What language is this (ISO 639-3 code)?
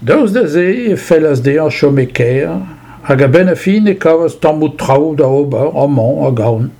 bre